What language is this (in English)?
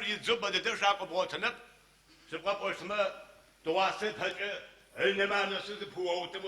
Adyghe